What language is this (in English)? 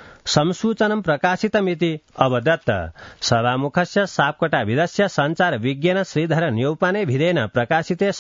Sanskrit